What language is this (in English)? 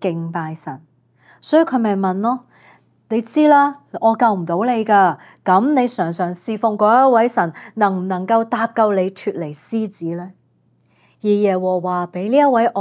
Cantonese